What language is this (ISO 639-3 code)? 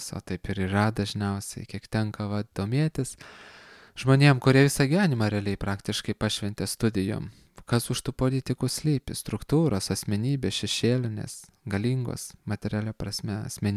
lit